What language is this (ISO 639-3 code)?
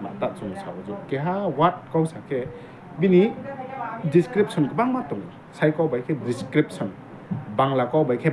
ria